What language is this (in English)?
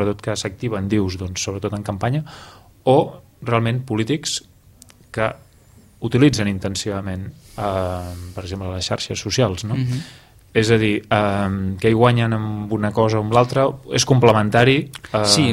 Catalan